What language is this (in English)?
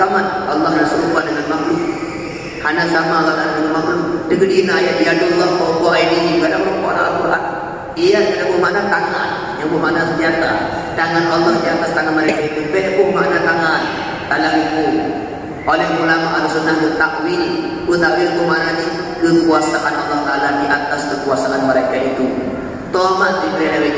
Achinese